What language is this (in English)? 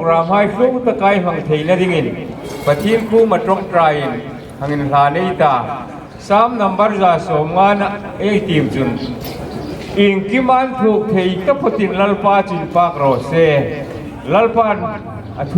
Hmar